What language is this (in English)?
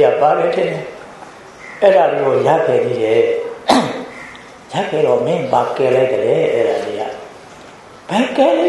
Burmese